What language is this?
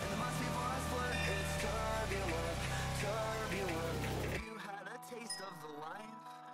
English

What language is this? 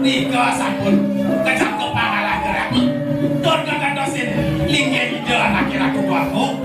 Balinese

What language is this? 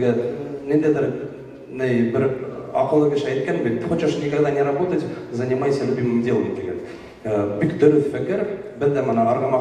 Bashkir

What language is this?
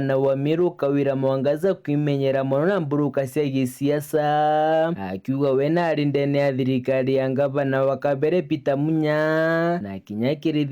Meru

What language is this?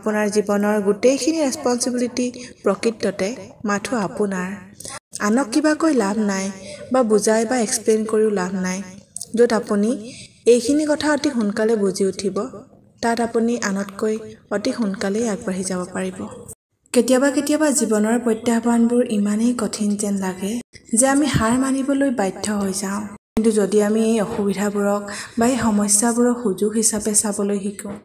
Assamese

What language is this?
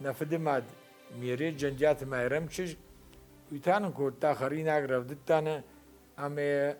Ossetic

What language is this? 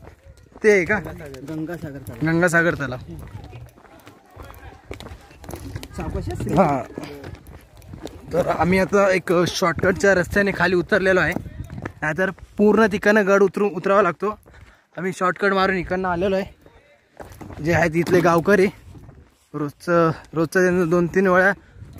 Marathi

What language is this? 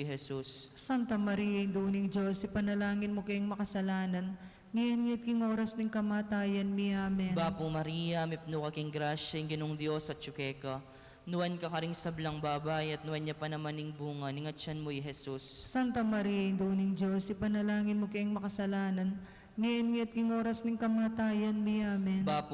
Pampanga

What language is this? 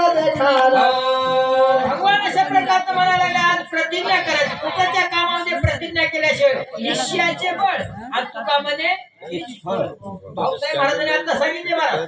Marathi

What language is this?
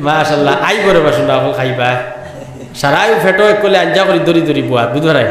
Sylheti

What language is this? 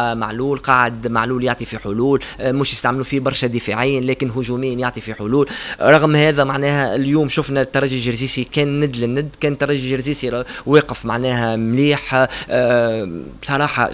Tunisian Arabic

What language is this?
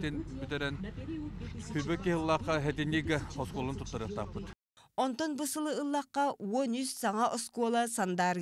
Yakut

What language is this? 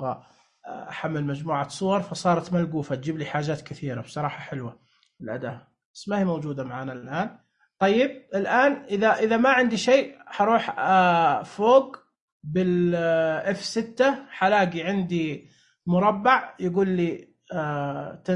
Najdi Arabic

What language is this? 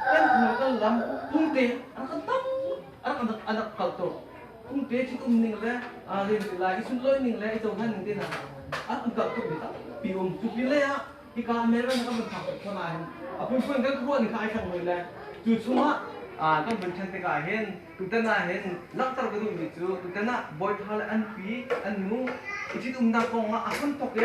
Hakha Chin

